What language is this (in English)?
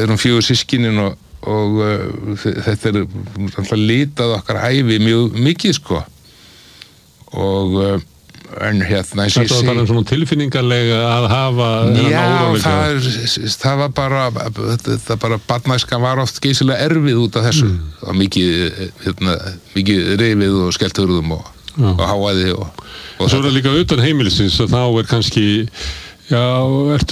Icelandic